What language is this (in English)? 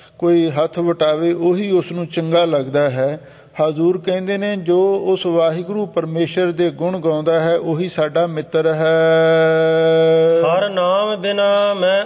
Punjabi